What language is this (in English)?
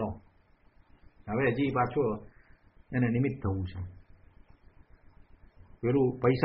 Gujarati